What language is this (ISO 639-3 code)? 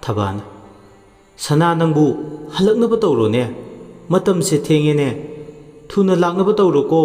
mni